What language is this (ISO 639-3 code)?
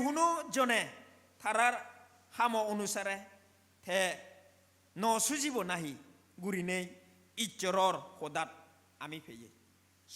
ccp